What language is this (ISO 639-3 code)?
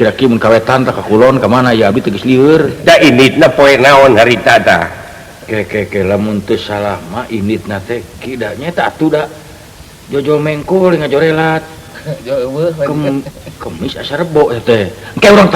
sun